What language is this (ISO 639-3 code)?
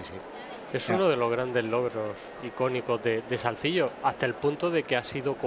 spa